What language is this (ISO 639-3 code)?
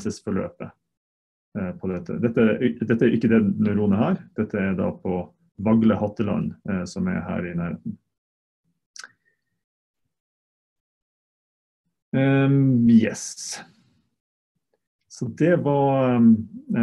nor